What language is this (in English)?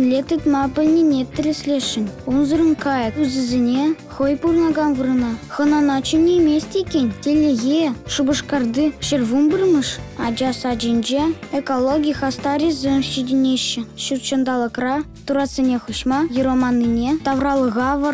Chuvash